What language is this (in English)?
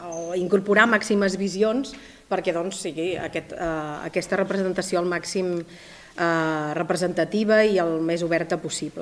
Catalan